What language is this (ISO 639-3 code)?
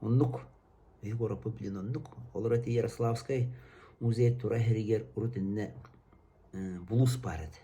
sah